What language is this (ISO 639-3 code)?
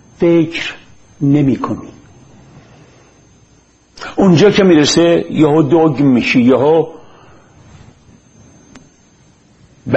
fas